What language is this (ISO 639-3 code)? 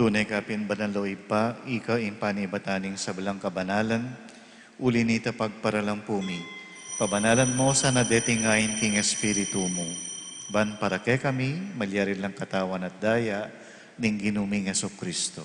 pam